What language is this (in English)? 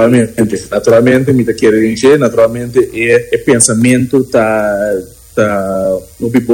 Papiamento